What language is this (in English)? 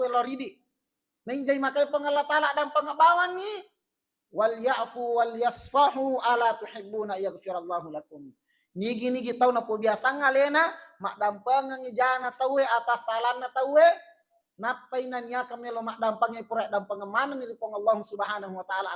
Buginese